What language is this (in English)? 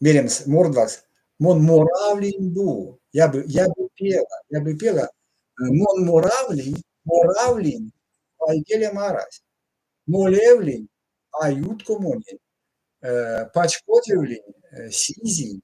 Erzya